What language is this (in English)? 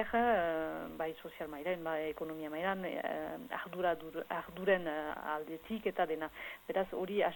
Basque